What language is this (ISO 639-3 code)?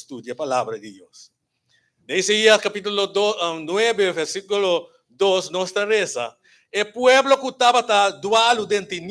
pap